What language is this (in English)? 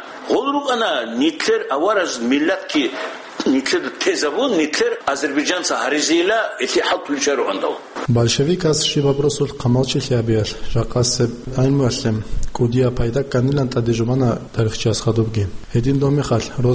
Avaric